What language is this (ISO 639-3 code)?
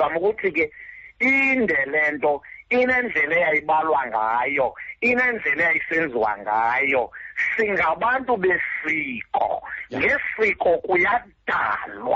xho